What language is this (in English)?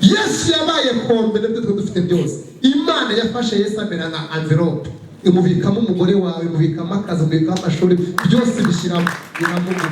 Kinyarwanda